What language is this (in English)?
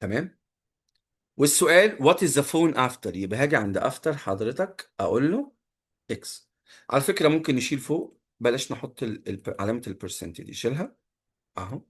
Egyptian Arabic